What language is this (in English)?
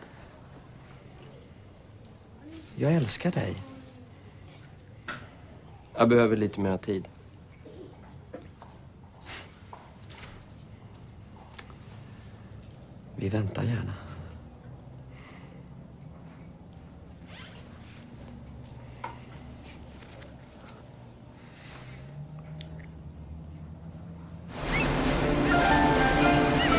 Swedish